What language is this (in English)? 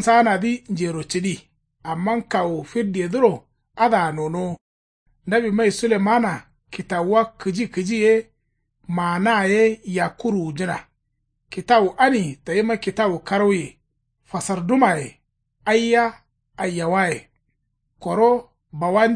Kanuri